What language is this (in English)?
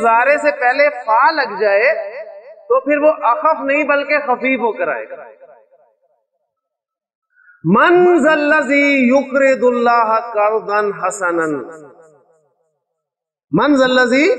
Urdu